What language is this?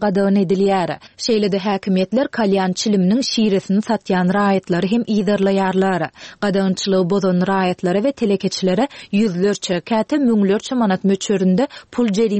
Turkmen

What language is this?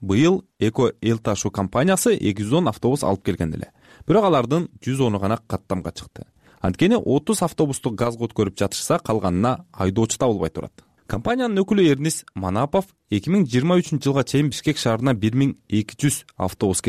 Kyrgyz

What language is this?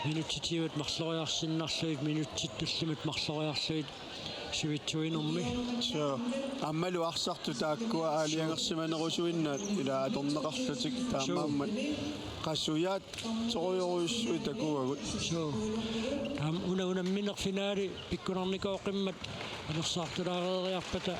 Kalaallisut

